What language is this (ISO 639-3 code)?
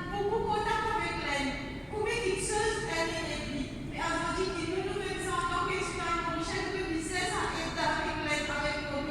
mfe